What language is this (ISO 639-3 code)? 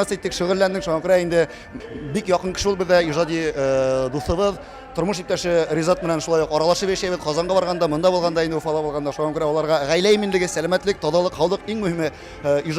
tat